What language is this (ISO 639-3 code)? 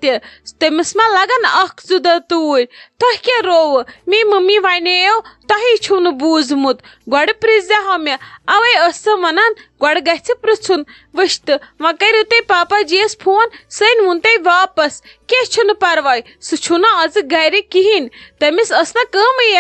kas